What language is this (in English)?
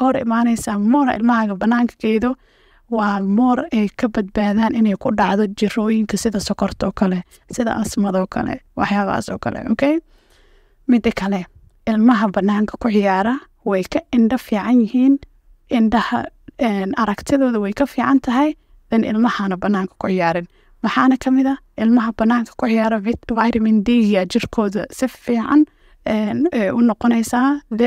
Somali